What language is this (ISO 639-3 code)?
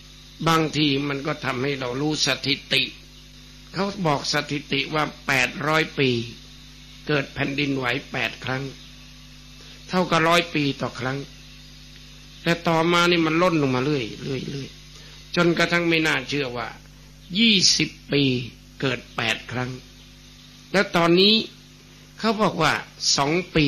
tha